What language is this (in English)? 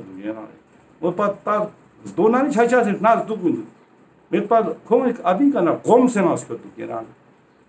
Ladakhi